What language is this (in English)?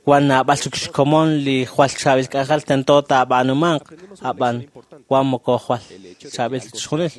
Kekchí